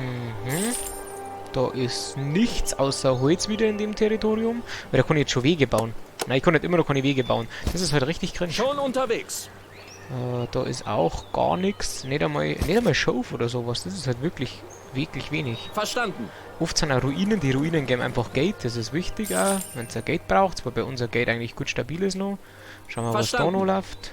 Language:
Bavarian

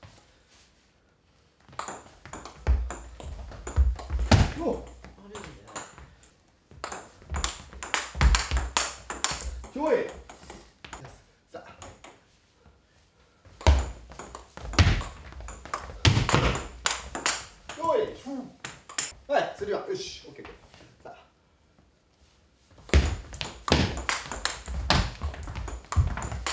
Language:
Japanese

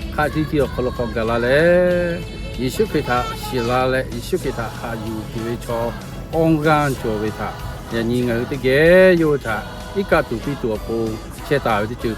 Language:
Lahu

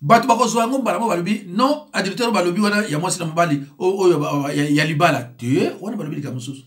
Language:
Lingala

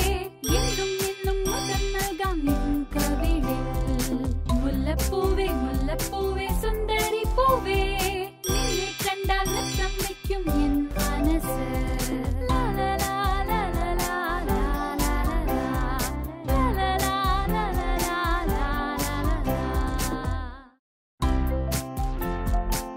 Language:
Malayalam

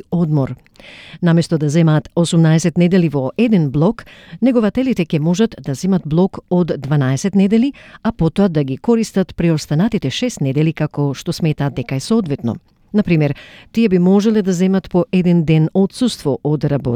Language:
Macedonian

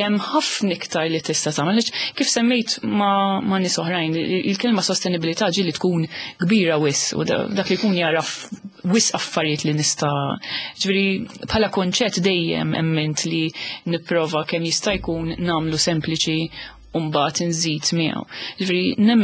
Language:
Maltese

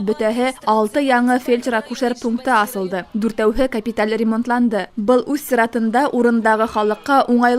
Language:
Bashkir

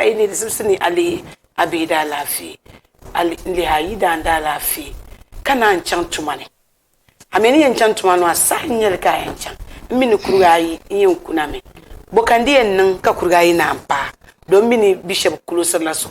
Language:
Dagbani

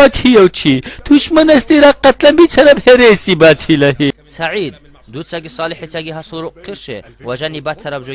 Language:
Avaric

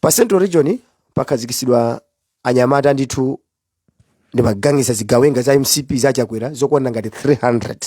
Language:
Nyanja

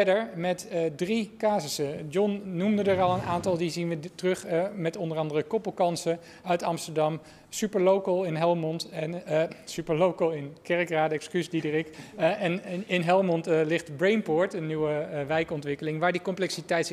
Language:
Dutch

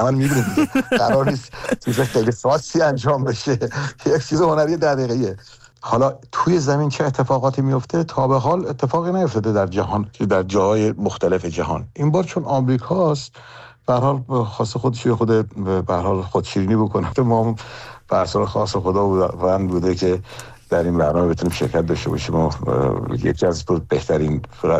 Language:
Persian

